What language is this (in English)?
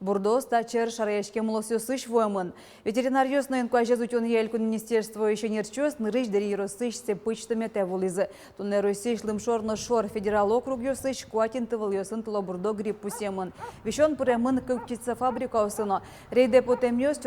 Udmurt